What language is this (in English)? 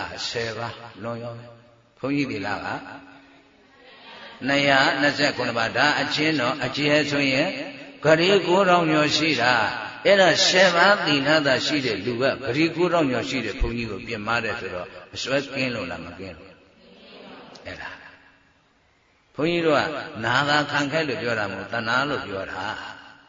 Burmese